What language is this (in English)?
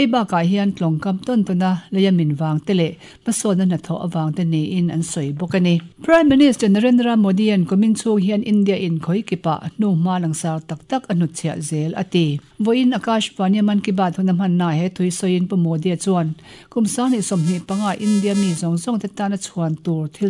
Mizo